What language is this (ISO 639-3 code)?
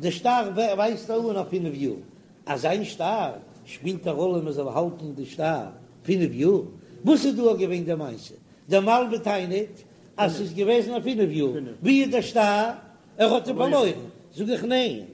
yid